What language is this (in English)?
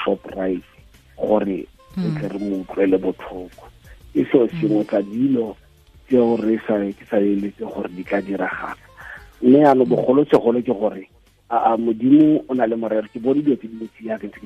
Tswana